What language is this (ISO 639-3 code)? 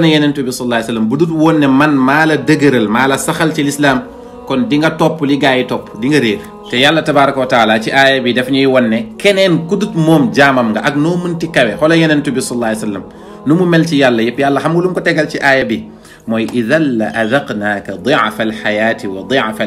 wol